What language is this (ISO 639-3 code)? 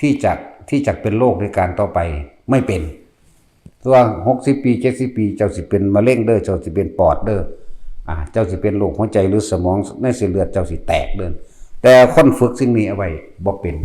lao